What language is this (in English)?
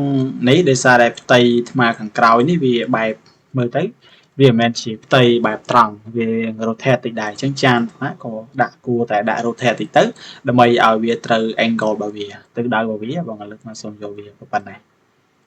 Khmer